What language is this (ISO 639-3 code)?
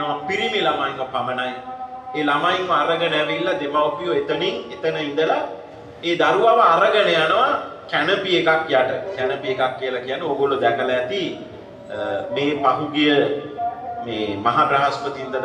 sin